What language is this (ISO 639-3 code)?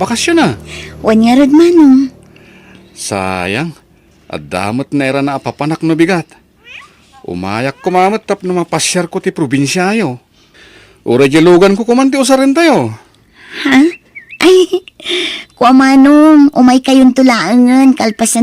ilo